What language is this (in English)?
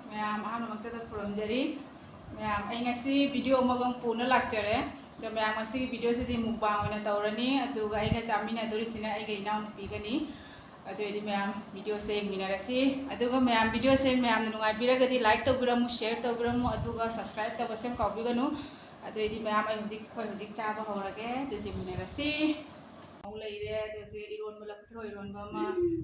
Manipuri